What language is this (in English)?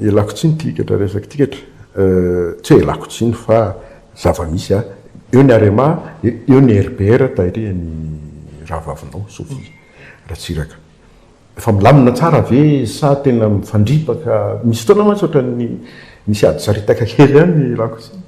Malagasy